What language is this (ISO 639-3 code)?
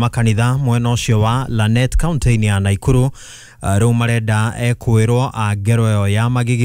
kik